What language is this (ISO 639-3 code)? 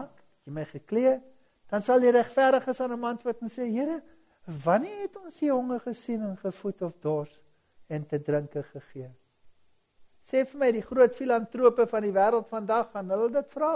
afr